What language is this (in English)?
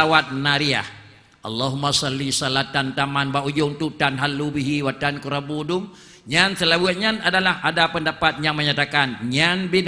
Achinese